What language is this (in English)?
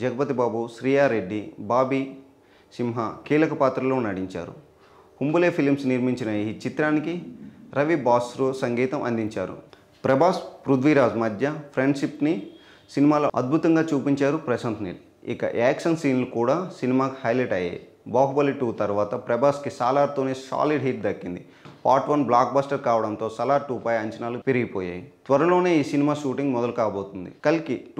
Telugu